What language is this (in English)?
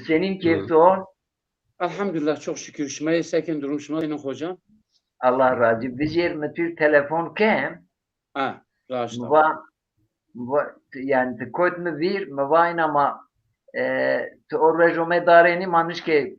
Zaza